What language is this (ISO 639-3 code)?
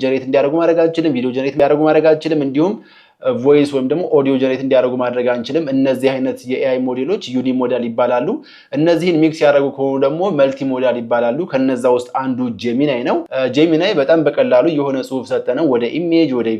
amh